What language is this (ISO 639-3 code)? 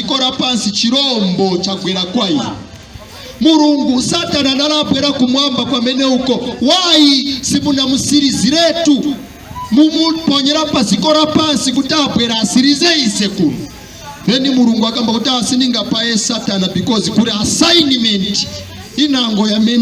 nya